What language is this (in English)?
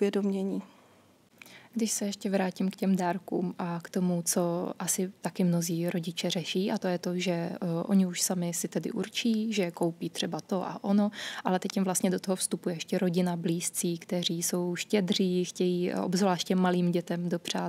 Czech